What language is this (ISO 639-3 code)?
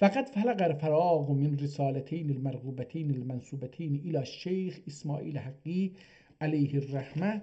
azb